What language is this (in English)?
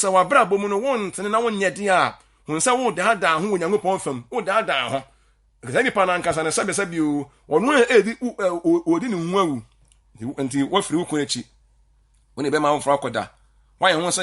Akan